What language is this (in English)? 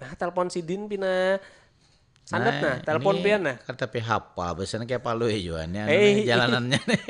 Banjar